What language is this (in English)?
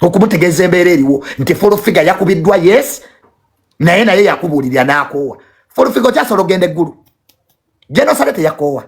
Ganda